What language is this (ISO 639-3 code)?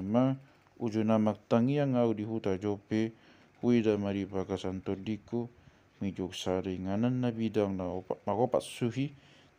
bbc